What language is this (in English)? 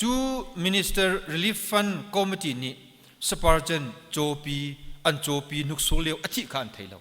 Hakha Chin